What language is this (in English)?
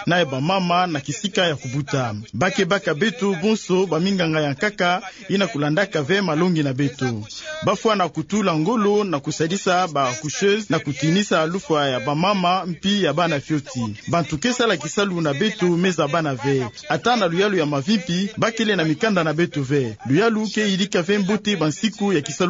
Kituba (Democratic Republic of Congo)